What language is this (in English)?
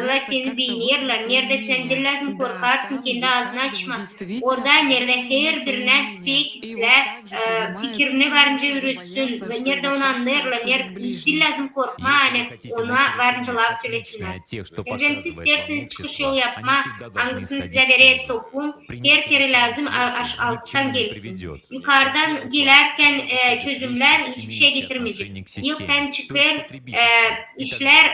Gagauz